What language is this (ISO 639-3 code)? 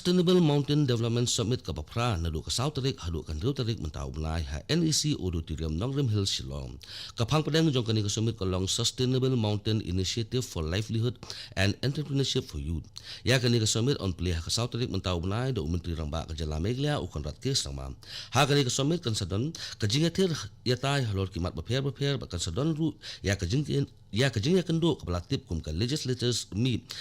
kha